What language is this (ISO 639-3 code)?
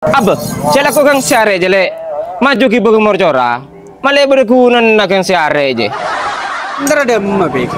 mad